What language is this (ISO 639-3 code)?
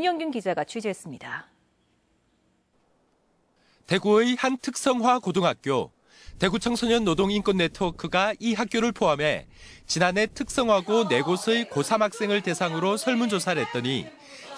kor